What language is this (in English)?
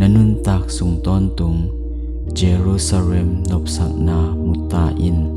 Tedim Chin